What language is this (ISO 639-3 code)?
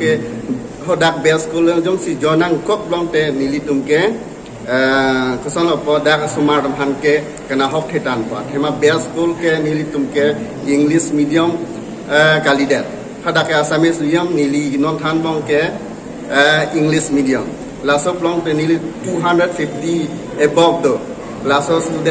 mjw